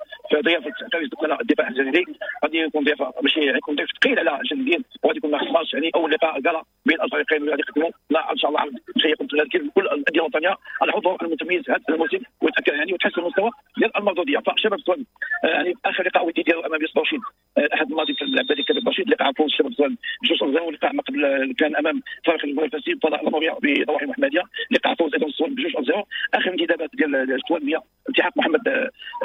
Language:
Moroccan Arabic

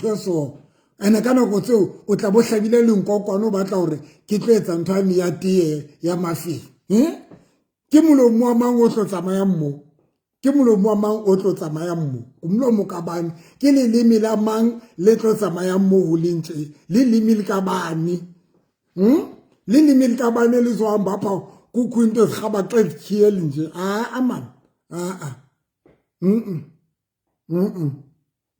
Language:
Southern Sotho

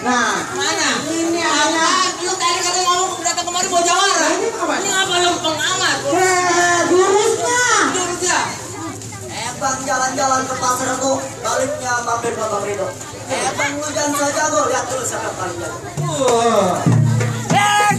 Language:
Betawi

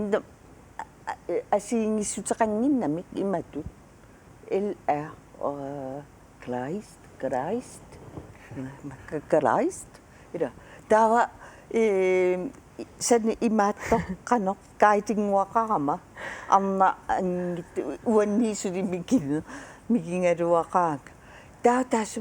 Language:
Kalaallisut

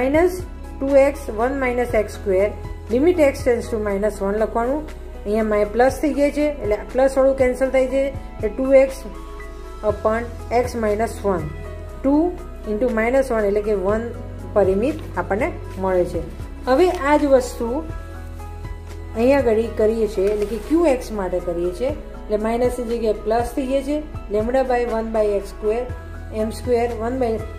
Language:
Gujarati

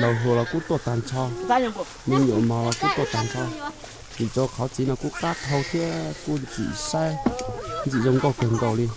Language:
Hmong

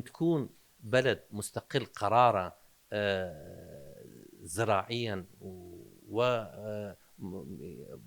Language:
Mesopotamian Arabic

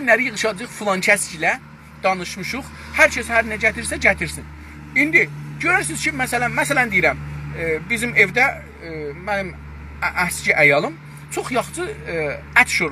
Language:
South Azerbaijani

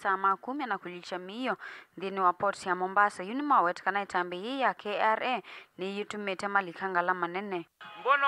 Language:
Kamba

